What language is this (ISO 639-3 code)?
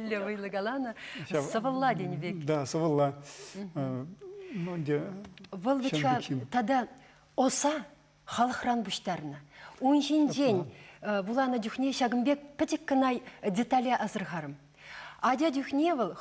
chv